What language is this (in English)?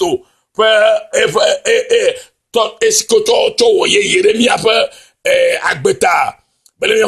Ewe